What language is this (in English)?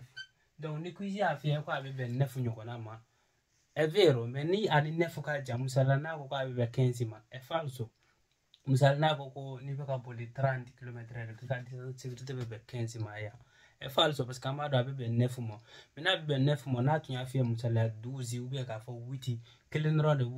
Bambara